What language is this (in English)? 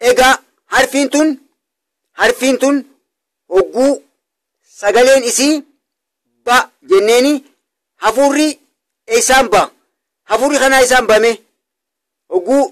Oromo